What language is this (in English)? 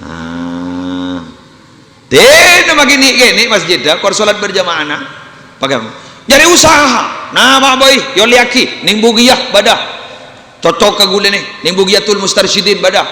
Madurese